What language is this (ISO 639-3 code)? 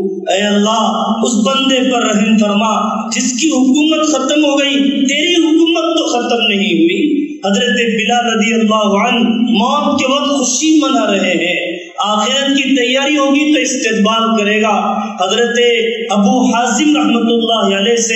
urd